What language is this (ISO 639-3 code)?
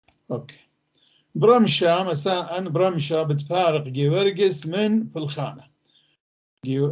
apc